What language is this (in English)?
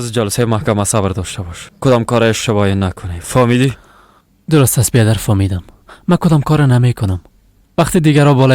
Persian